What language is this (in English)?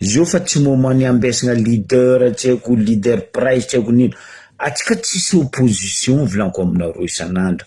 Malagasy